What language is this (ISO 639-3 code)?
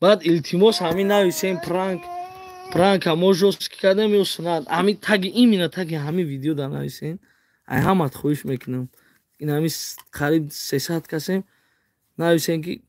tgk